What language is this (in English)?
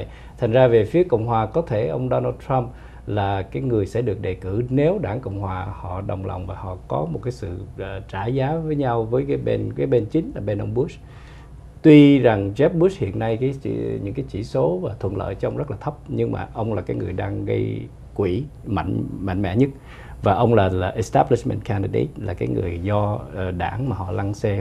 Vietnamese